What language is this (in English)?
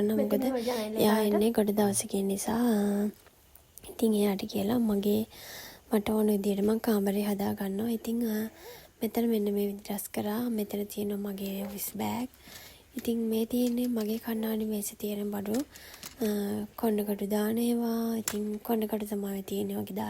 Sinhala